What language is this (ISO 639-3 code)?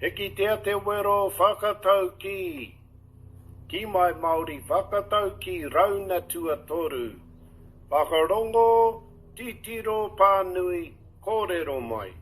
mri